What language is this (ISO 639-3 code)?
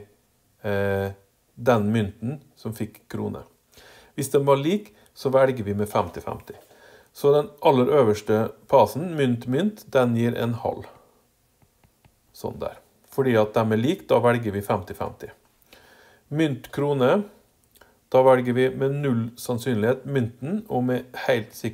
nor